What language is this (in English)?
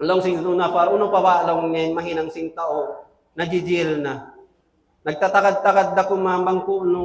Tausug